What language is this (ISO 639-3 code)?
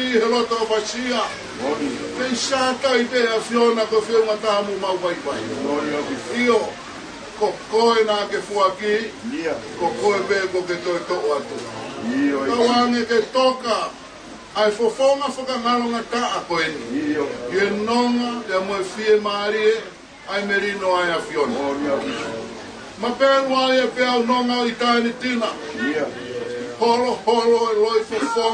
ton